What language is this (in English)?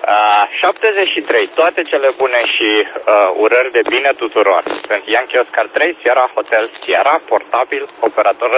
Romanian